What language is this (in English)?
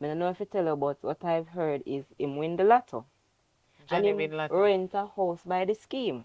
Jamaican Creole English